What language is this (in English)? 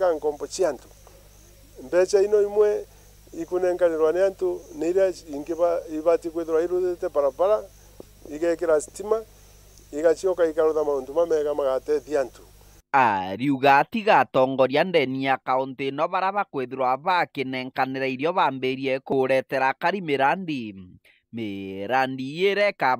Meru